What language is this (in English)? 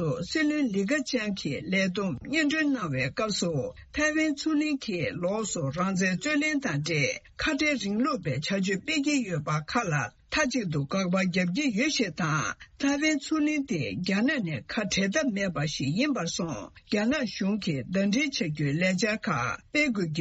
Tibetan